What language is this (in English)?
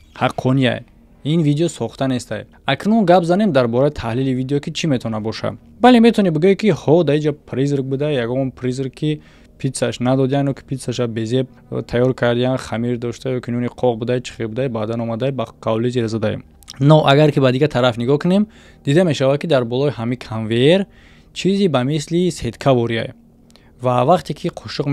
Tajik